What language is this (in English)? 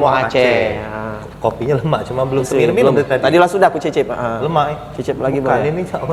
Musi